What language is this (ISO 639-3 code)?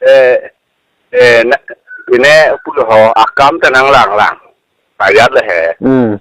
mjw